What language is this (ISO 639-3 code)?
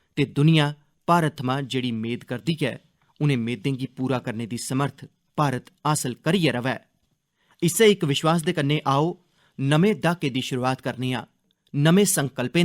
doi